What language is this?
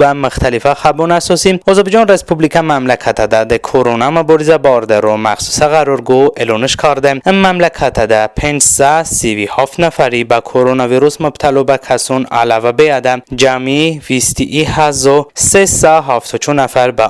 Talysh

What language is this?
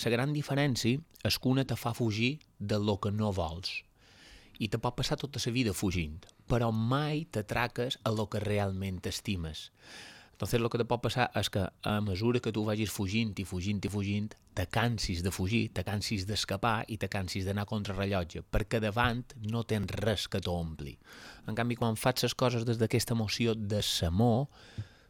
Catalan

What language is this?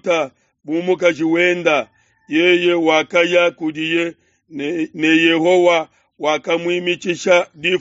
Luba-Lulua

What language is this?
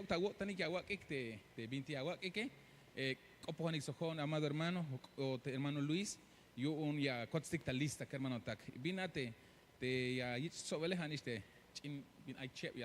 Tzeltal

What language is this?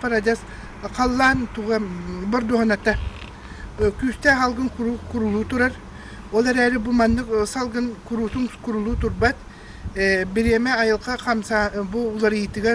Yakut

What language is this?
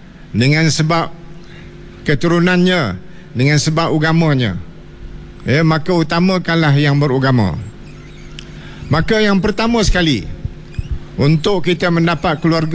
Malay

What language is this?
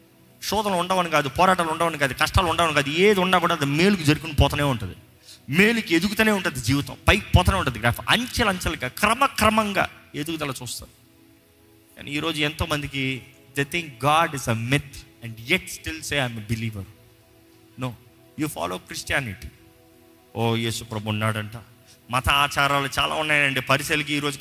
Telugu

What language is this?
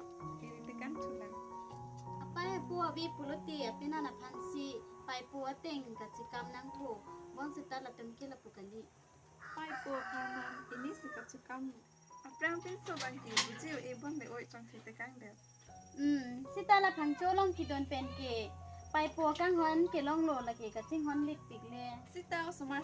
Karbi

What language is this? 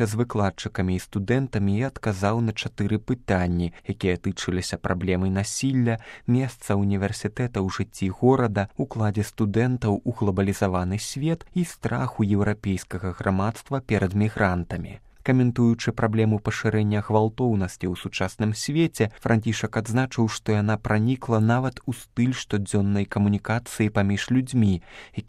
Belarusian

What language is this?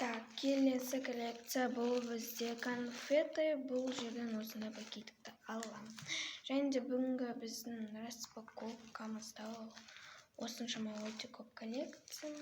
Kazakh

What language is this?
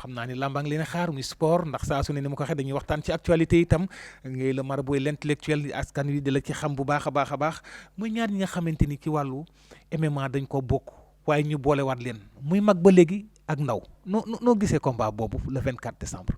Wolof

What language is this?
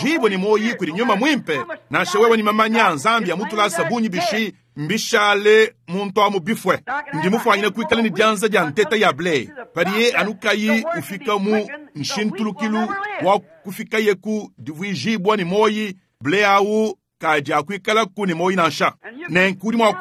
Luba-Lulua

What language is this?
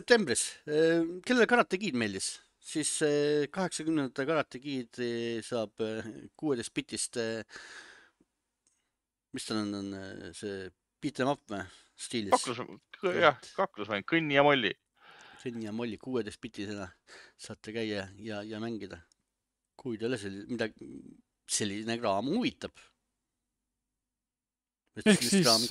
Estonian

